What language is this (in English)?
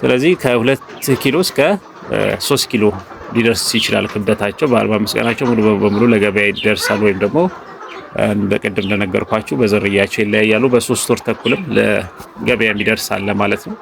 Amharic